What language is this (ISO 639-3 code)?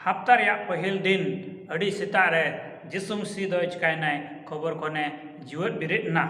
sat